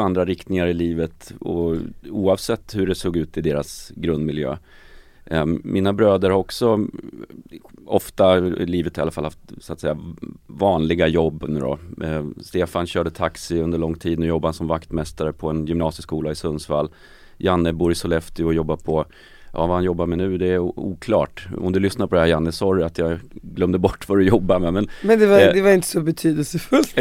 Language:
Swedish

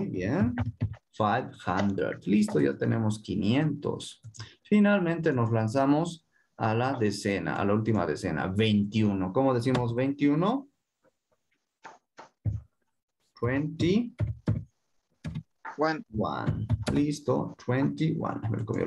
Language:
Spanish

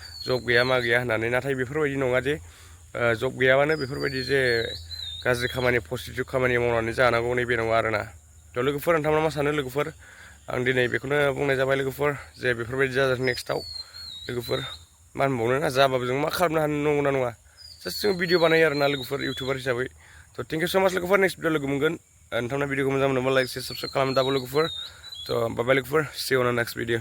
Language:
Bodo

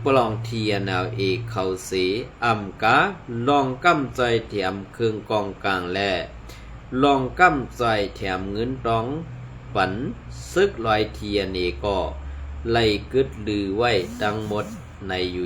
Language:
Shan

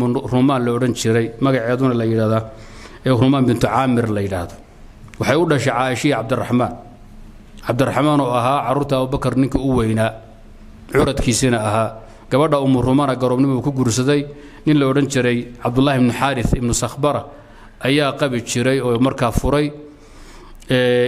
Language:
Somali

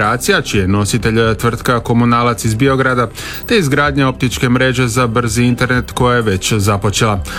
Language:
Croatian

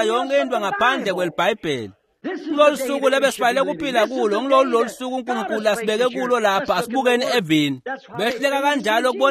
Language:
Swati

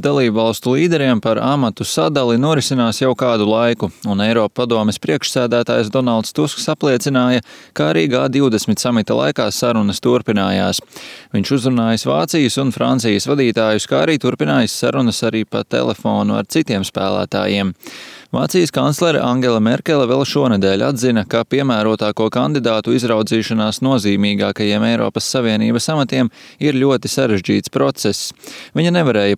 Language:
Latvian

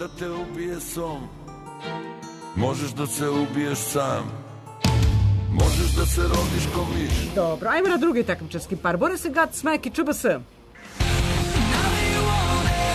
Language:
Serbian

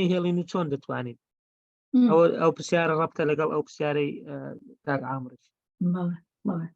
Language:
Central Kurdish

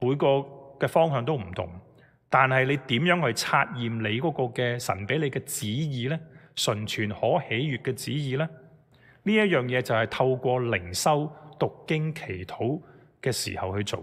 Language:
Cantonese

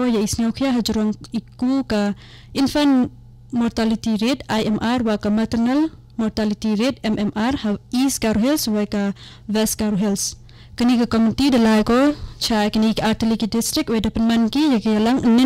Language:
Khasi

